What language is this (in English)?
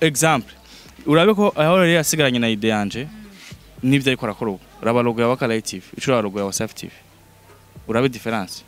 Rundi